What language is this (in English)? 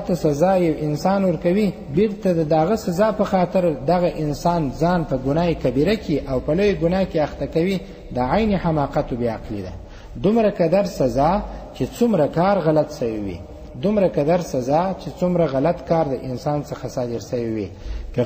Pashto